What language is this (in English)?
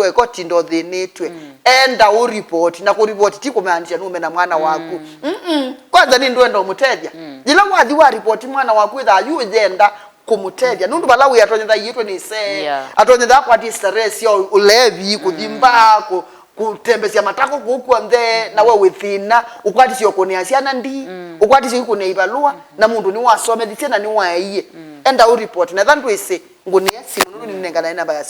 Kamba